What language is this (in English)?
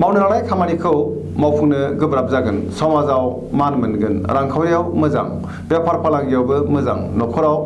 Bodo